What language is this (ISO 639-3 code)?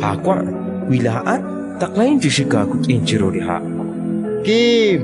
kek